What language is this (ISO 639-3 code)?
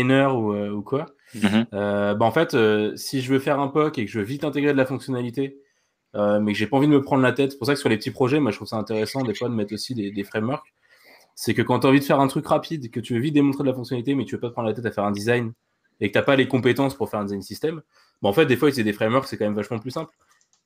fra